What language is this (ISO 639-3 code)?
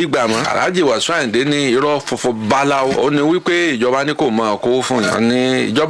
yor